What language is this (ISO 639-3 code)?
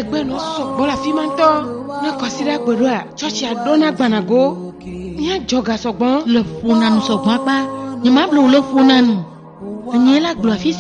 ewe